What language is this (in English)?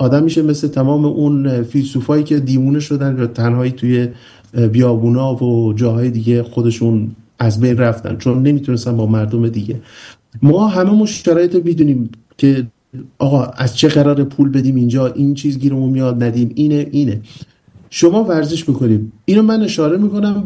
Persian